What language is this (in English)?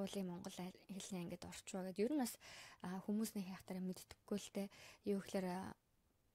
Mongolian